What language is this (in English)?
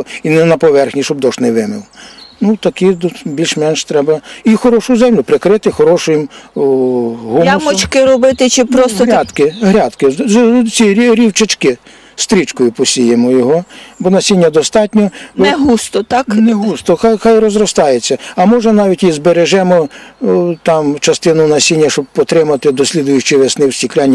Ukrainian